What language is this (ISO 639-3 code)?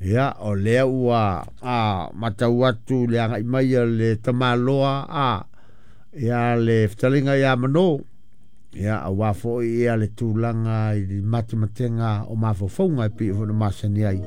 smo